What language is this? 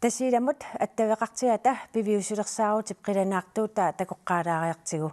Kalaallisut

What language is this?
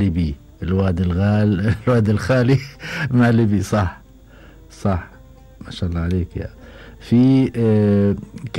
Gulf Arabic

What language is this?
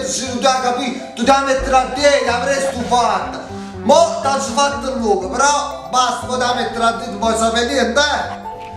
Neapolitan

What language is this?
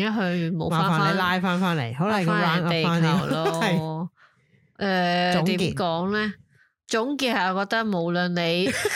Cantonese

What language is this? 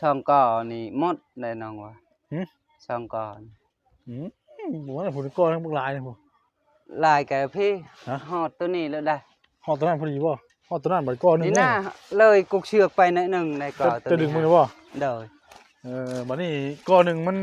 Northeastern Thai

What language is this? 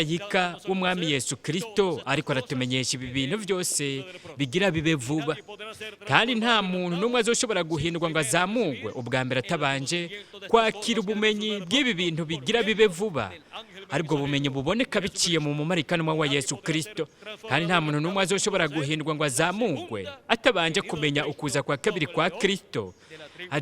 Rundi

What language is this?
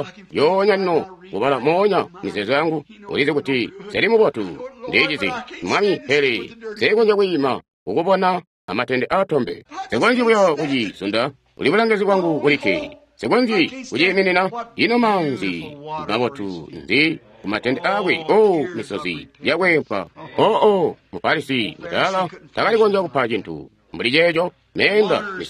Tonga (Zambia)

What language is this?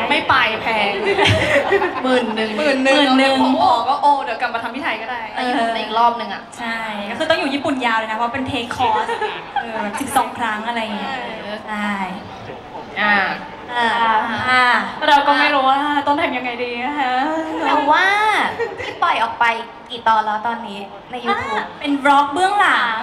Thai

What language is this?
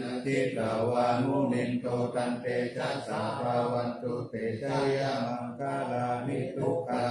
Pali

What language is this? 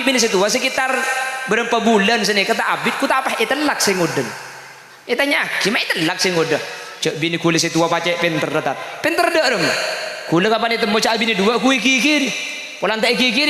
Madurese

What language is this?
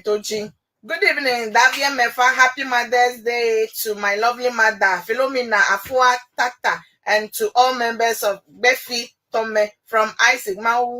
Ewe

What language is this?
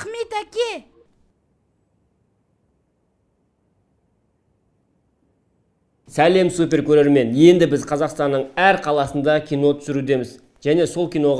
Kazakh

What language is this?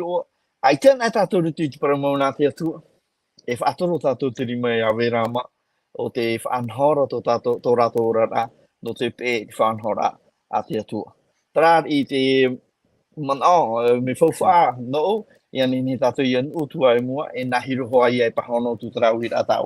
Tahitian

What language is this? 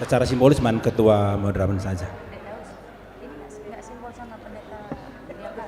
Batak Karo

